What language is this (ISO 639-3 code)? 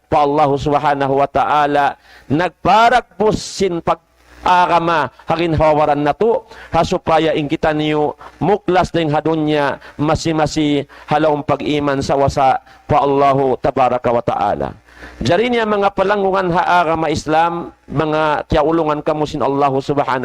tsg